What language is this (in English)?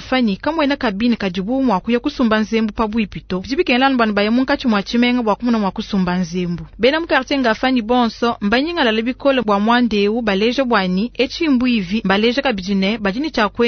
Luba-Lulua